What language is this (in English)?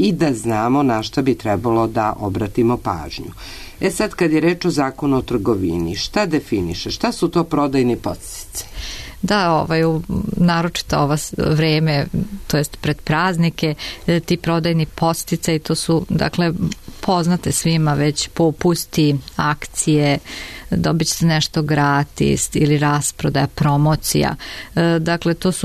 Serbian